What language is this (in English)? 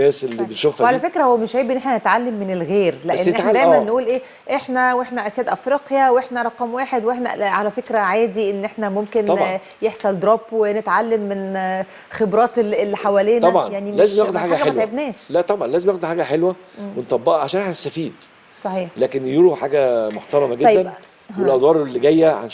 Egyptian Arabic